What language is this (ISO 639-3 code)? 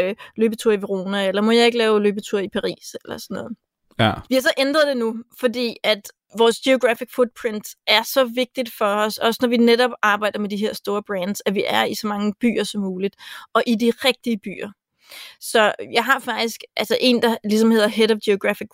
dan